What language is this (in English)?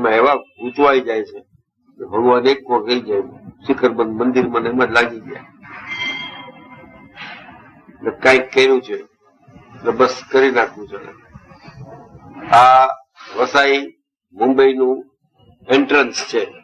Gujarati